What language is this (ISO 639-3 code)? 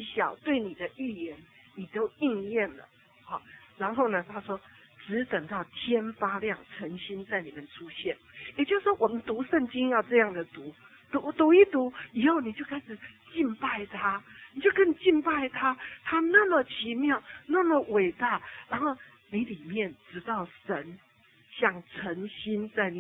zho